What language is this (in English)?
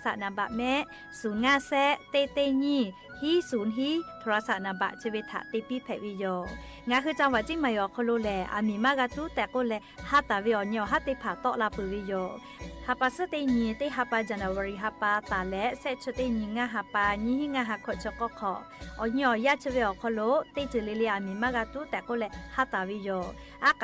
Lahu